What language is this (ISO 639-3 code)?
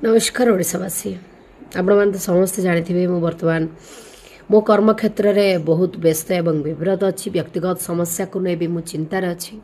ori